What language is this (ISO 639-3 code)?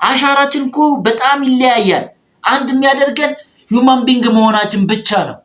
amh